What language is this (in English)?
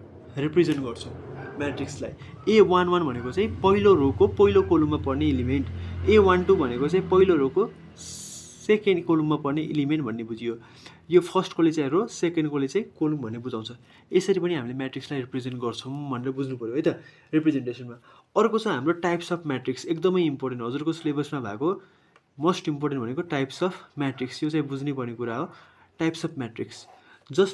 Nepali